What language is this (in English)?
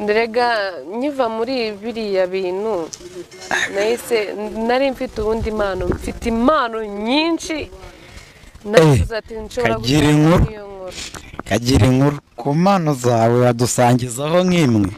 Kinyarwanda